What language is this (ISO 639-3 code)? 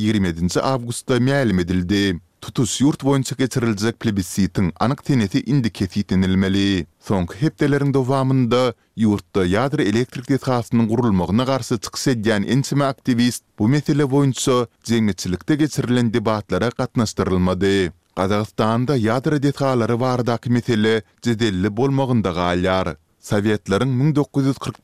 tuk